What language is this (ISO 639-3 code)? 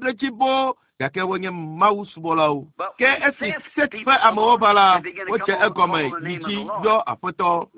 ewe